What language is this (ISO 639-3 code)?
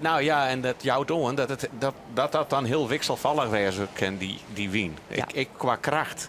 fry